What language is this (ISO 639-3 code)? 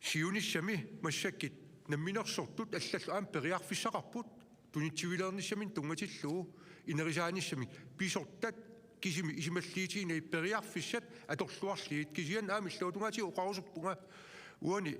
kal